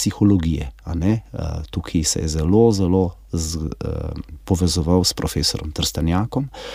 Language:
Slovenian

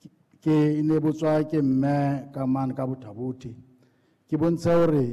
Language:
Southern Sotho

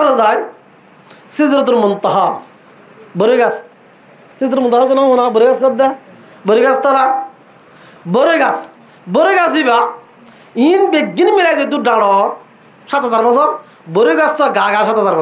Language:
Rohingya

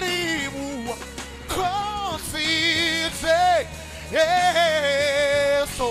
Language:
Venda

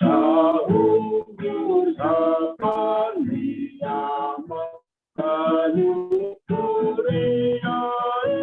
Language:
Batak Simalungun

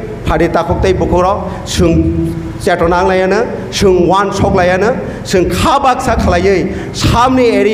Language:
Kok Borok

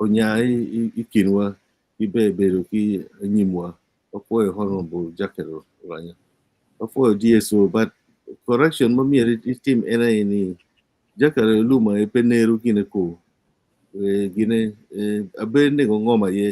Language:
Acoli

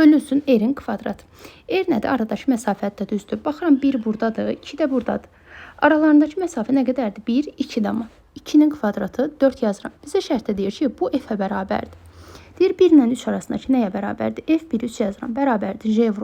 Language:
Azerbaijani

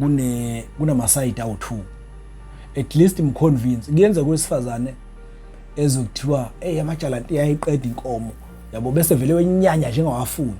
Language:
Zulu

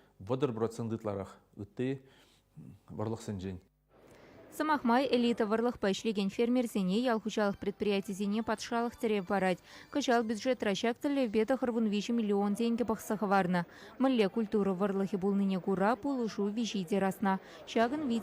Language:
Chuvash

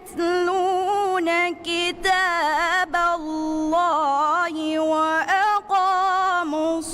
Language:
Divehi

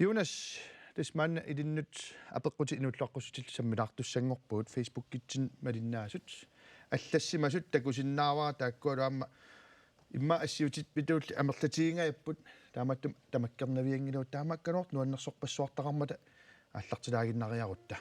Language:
Kalaallisut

